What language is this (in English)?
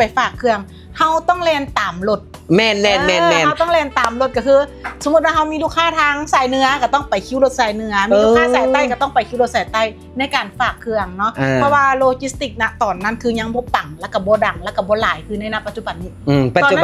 Lao